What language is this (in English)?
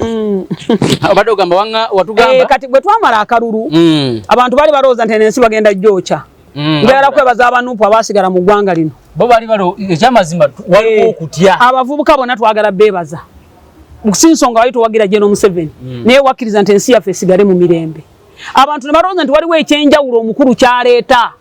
Ganda